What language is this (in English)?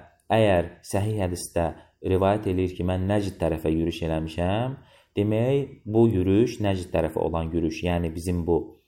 Azerbaijani